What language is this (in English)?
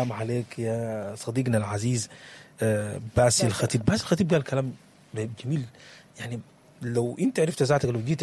Sudanese Arabic